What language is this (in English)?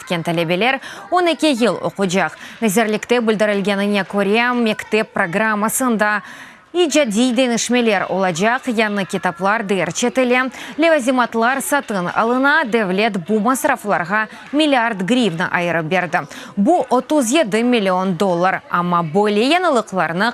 Crimean Tatar